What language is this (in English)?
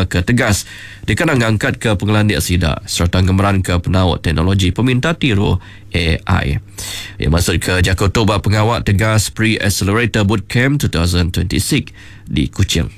Iban